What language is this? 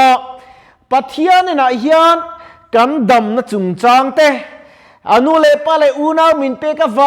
Mizo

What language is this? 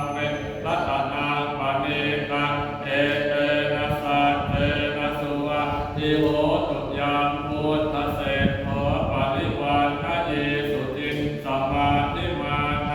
Pali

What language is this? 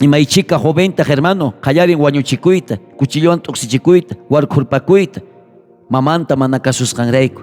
South Bolivian Quechua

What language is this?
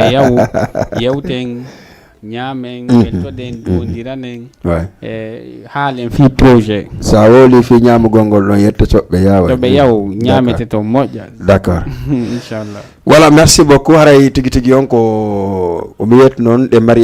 Fula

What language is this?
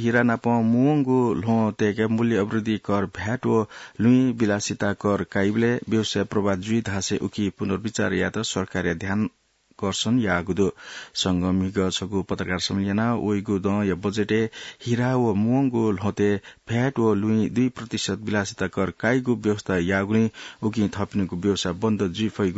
Newari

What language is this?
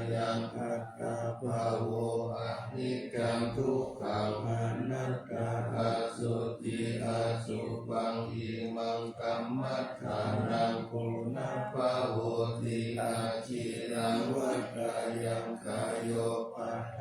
Pali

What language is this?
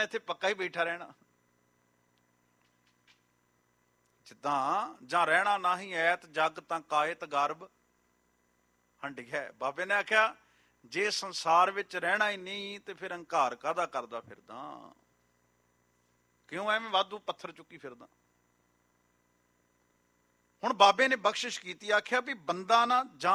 Punjabi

